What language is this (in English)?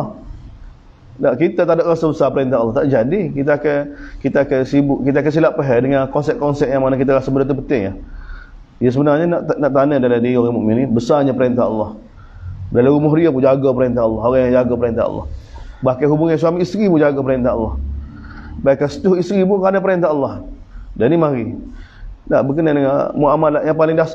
Malay